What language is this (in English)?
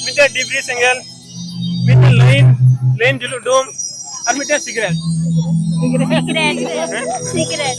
Santali